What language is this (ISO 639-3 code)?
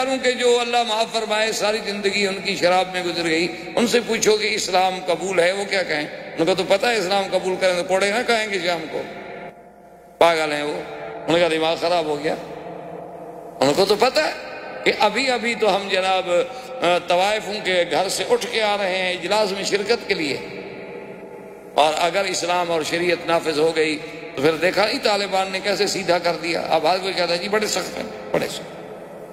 urd